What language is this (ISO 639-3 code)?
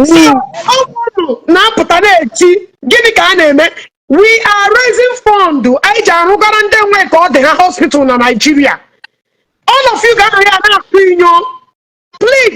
ibo